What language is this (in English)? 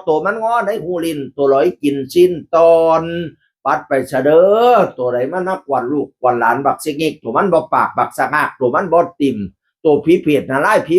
Northeastern Thai